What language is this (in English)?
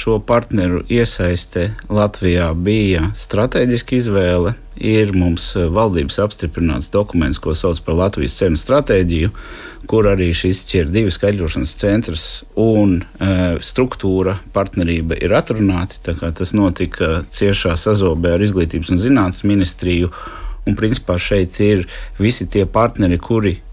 Latvian